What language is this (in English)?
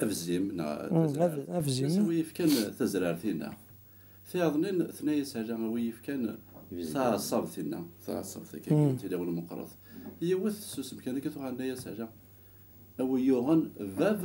Kabyle